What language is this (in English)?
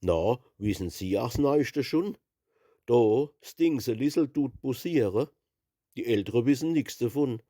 Palatine German